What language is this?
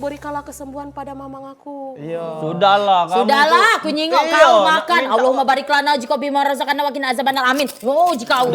Musi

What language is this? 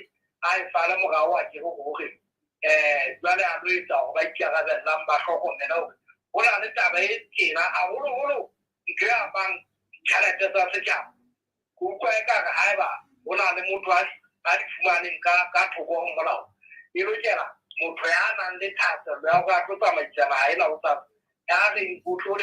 Southern Sotho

